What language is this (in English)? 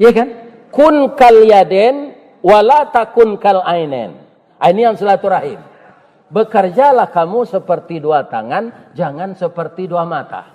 Minangkabau